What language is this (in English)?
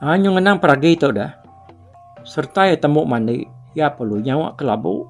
Iban